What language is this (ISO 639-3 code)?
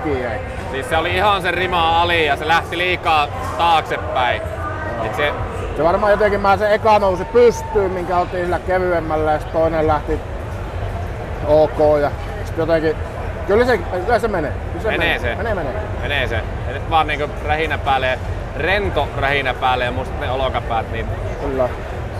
fin